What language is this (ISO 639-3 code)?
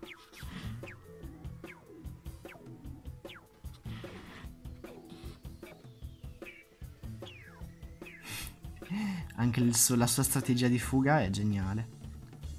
ita